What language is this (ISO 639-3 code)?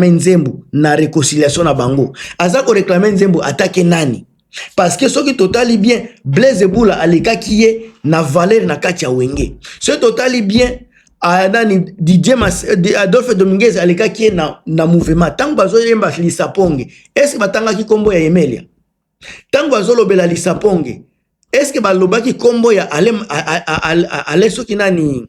lin